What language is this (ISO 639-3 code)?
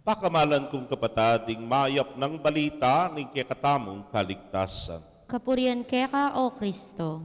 pam